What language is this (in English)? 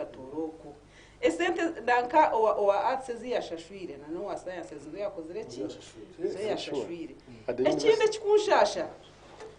Nyankole